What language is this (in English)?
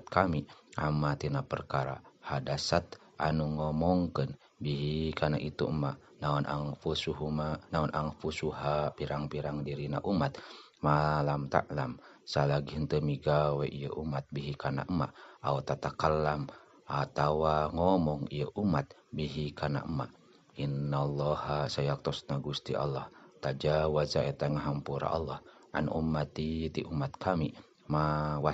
Sundanese